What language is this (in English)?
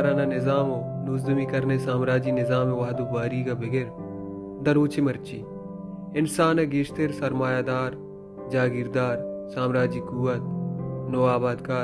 Baluchi